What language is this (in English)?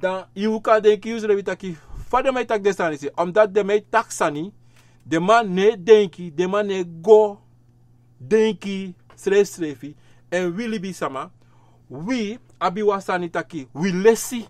Sranan Tongo